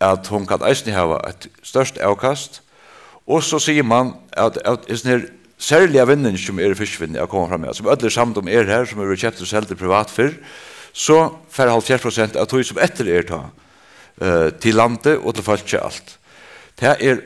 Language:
Faroese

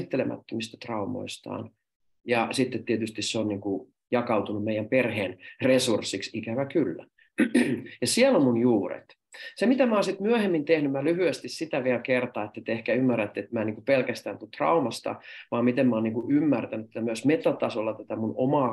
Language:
Finnish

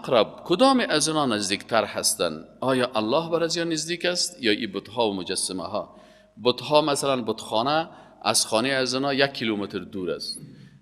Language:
Persian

